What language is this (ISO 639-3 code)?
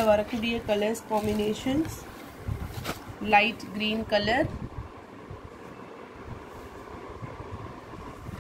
tam